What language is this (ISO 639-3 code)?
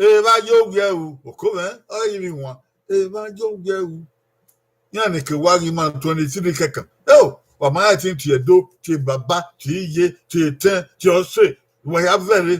bin